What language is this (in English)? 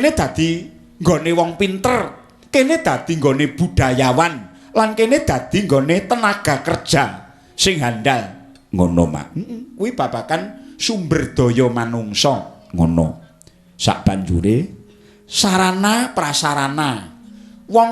Javanese